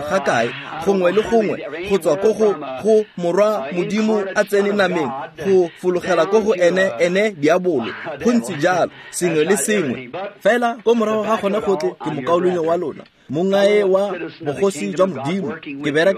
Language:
Tswana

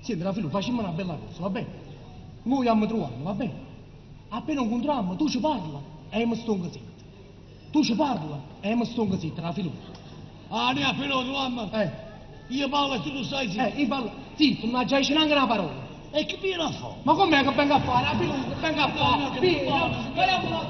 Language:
Neapolitan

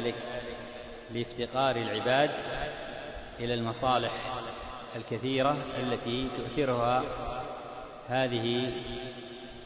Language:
Arabic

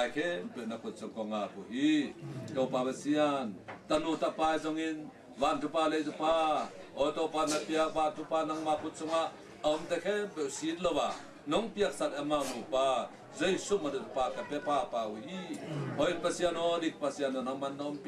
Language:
Tedim Chin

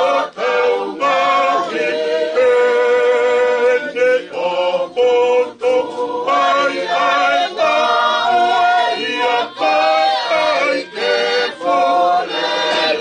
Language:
Tongan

